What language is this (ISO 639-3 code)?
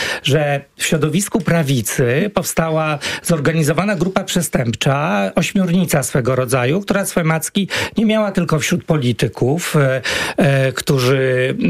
pol